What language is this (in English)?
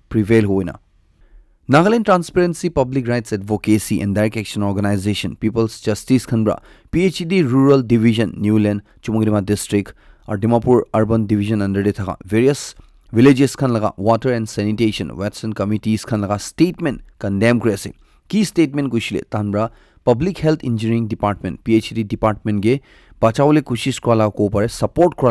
Naga Pidgin